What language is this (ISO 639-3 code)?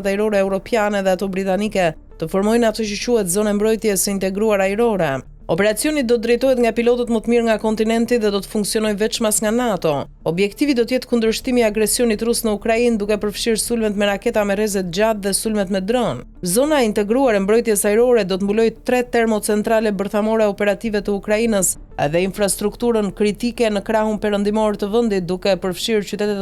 sqi